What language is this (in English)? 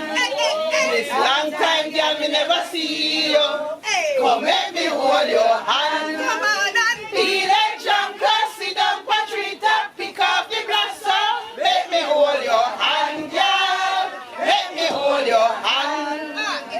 Jamaican Creole English